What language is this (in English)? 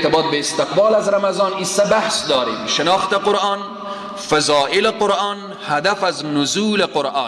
Persian